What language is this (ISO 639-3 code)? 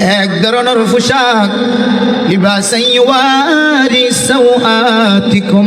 rhg